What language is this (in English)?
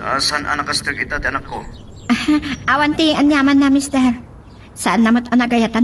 Iloko